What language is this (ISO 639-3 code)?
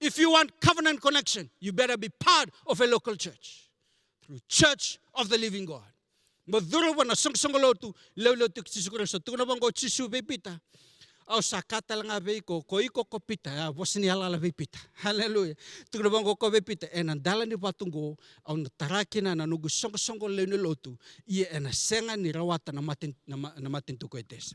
fij